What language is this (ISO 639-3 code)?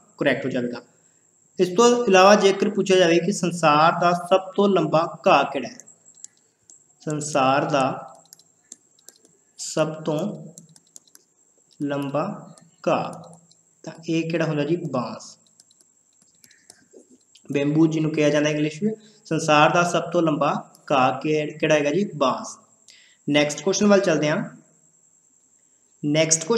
pan